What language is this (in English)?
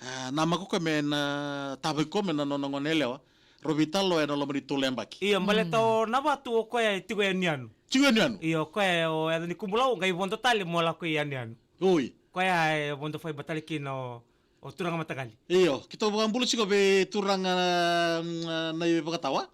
Fijian